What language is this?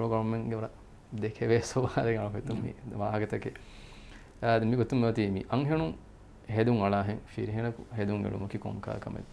Divehi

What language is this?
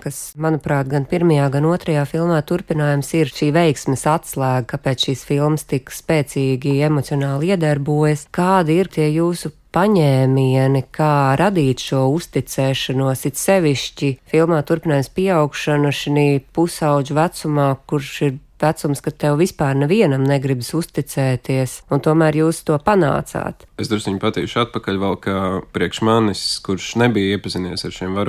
Latvian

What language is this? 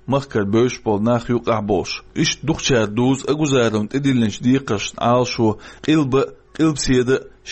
Chechen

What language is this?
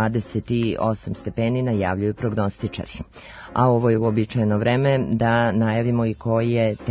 Serbian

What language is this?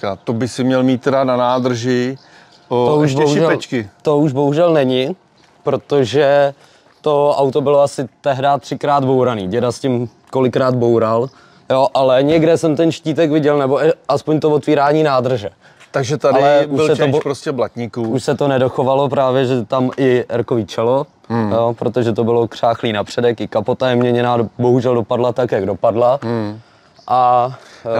Czech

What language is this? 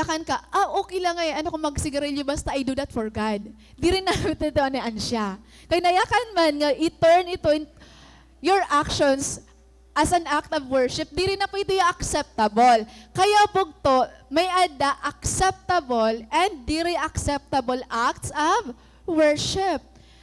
Waray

